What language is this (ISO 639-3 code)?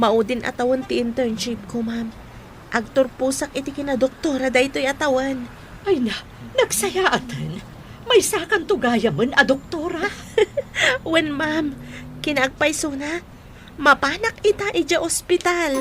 ilo